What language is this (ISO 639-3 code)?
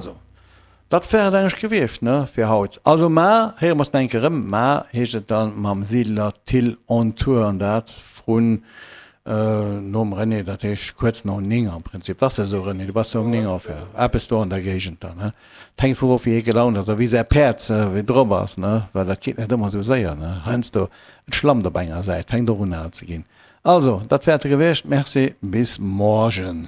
ltz